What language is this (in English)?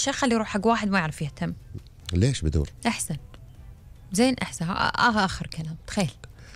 Gulf Arabic